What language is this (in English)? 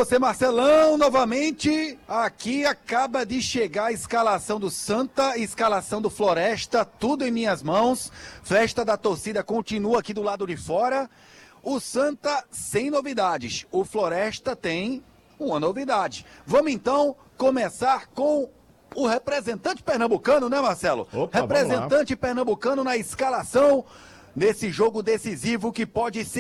Portuguese